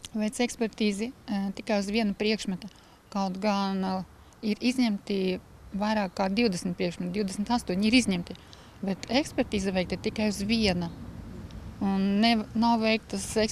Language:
Latvian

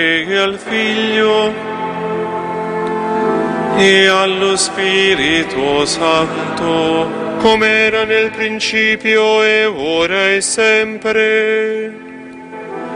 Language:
Italian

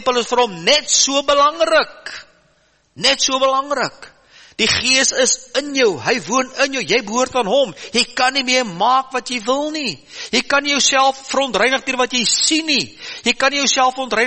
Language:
Afrikaans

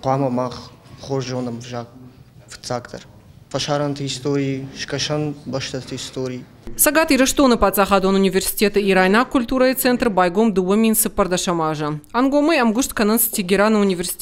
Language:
Ossetic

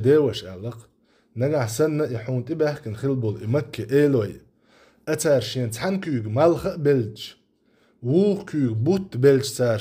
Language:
Chechen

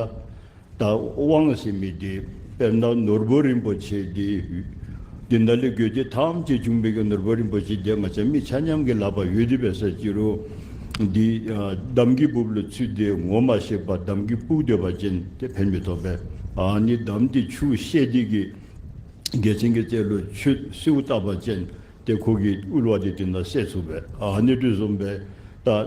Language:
Dzongkha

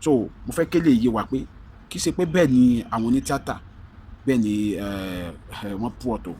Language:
Yoruba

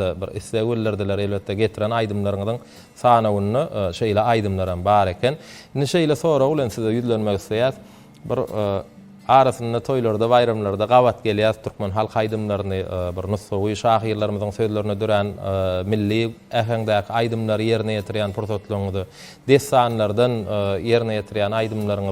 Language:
Turkmen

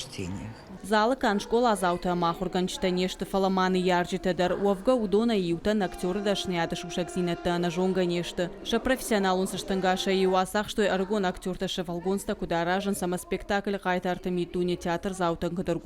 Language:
Ossetic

